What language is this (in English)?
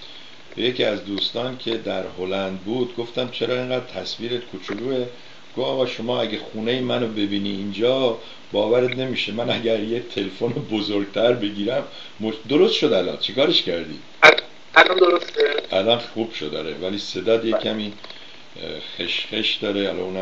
Persian